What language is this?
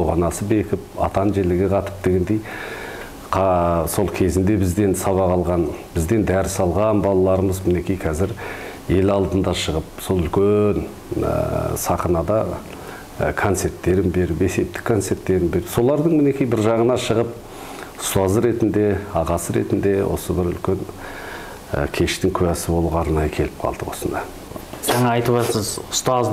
Kazakh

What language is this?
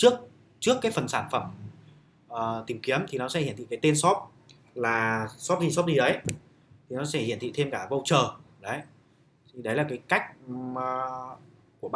Vietnamese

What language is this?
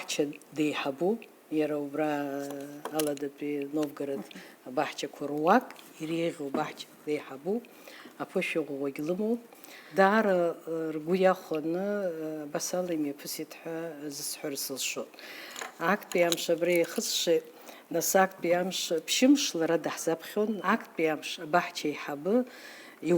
Abkhazian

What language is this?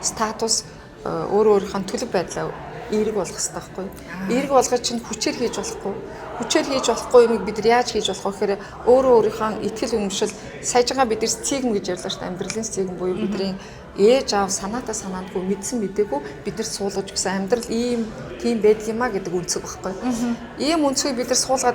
Mongolian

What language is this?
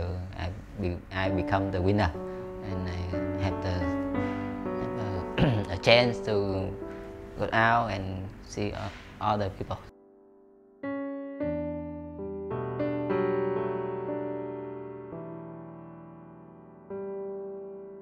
English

